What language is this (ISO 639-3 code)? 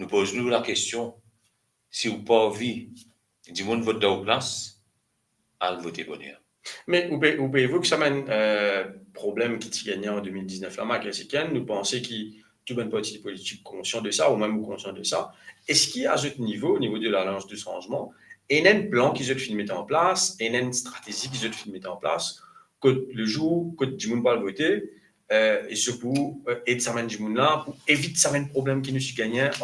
mfe